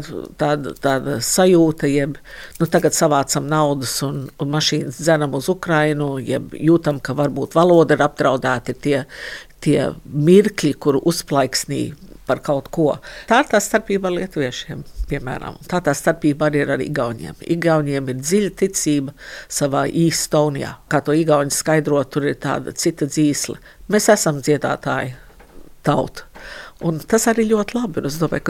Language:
Latvian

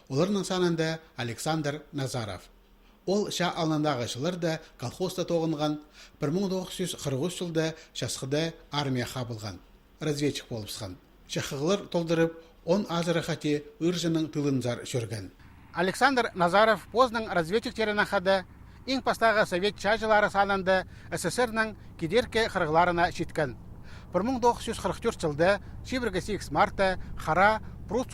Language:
Khakas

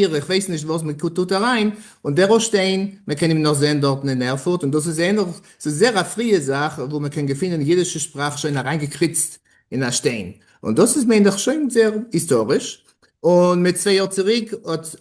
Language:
Yiddish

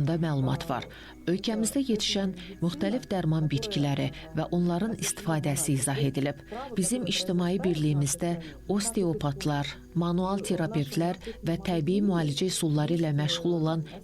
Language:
Azerbaijani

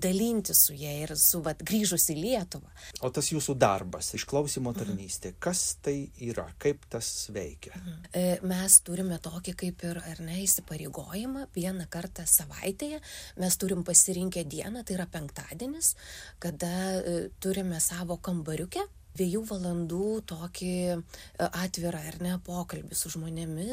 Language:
Lithuanian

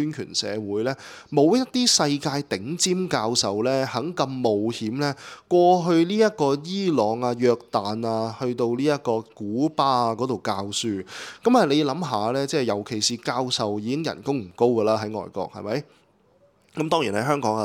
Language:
Cantonese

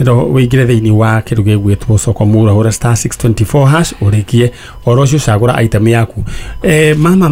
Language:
Kikuyu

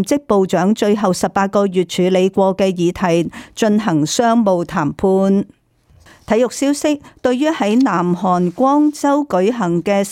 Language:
Cantonese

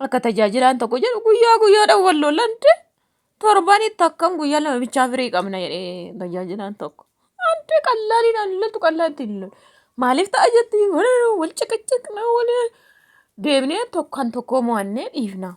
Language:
Oromo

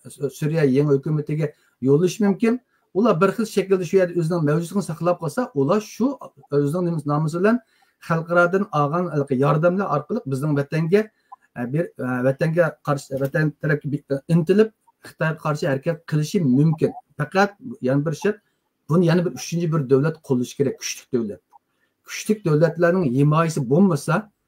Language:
Uyghur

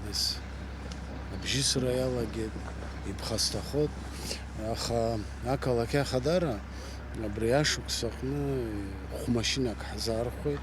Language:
Abkhazian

